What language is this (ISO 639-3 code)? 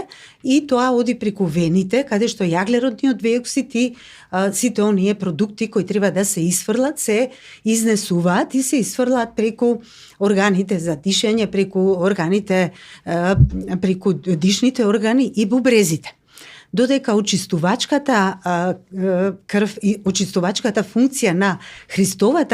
mkd